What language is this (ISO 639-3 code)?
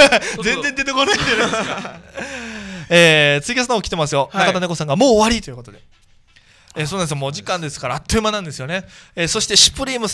jpn